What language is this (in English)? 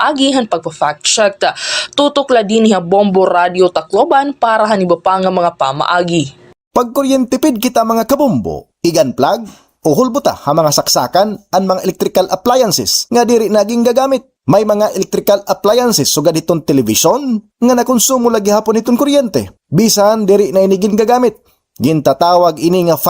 Waray